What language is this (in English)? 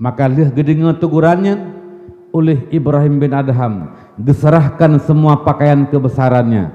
Achinese